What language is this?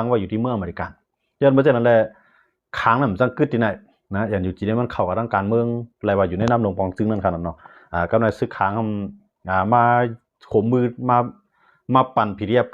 Shan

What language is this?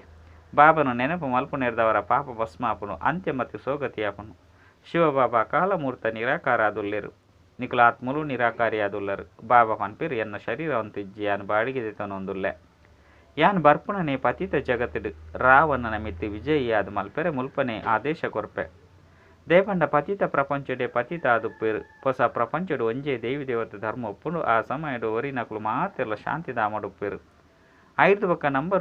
Tulu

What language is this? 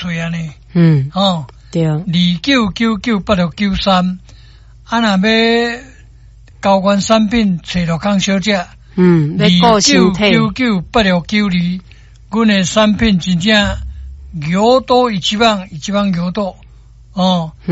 Min Nan Chinese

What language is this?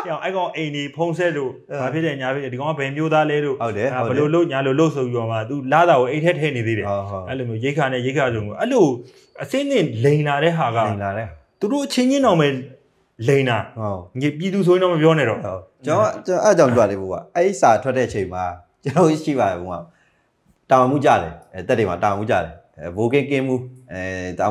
Burmese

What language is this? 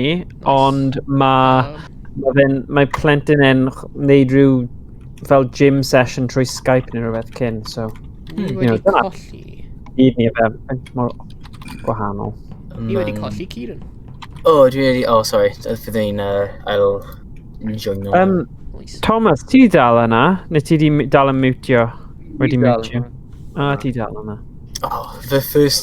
Welsh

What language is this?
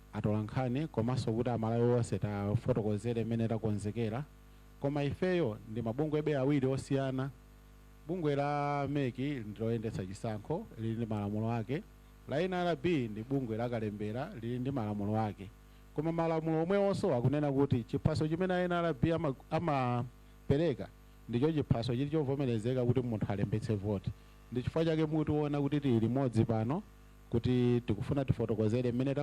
Nyanja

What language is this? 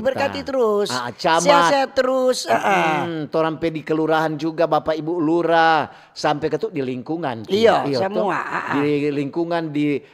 Manado Malay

